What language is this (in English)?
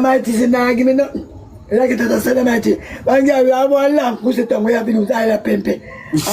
Jamaican Creole English